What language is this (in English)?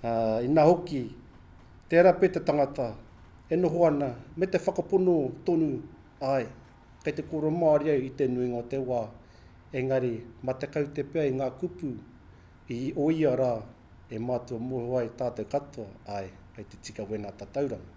Māori